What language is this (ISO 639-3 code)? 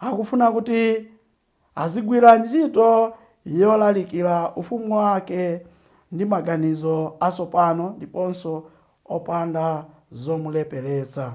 nya